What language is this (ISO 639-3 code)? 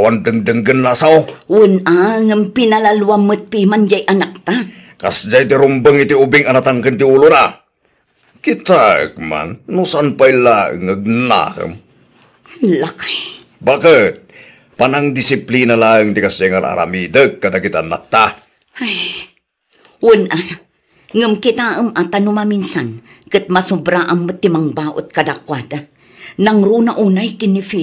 ilo